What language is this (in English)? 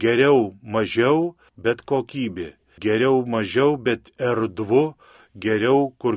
Lithuanian